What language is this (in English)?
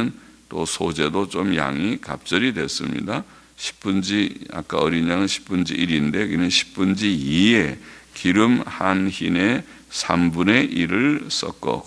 Korean